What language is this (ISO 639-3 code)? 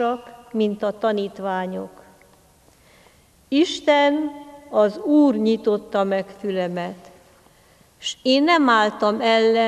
hun